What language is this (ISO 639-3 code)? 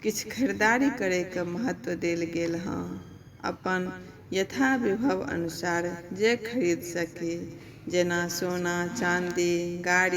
mai